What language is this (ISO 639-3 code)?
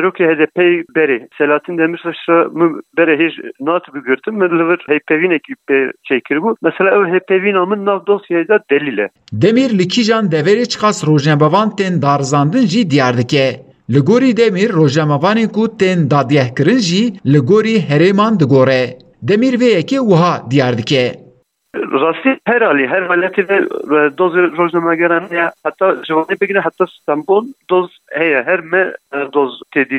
kur